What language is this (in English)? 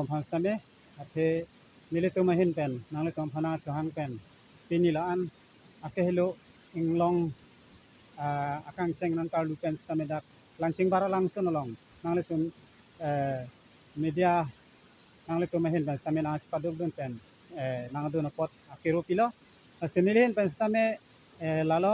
Karbi